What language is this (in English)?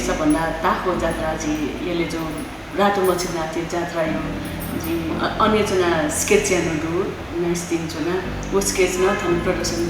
Newari